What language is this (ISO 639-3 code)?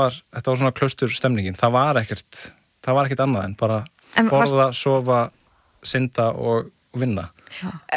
isl